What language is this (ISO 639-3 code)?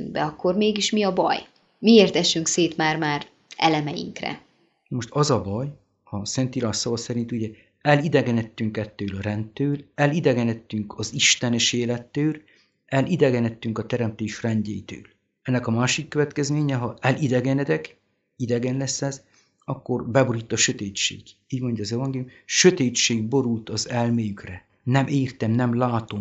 hun